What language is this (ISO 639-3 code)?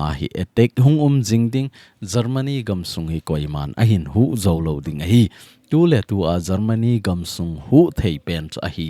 tcz